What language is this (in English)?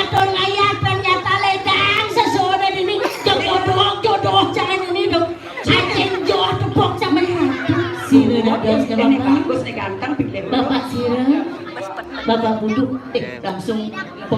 Balinese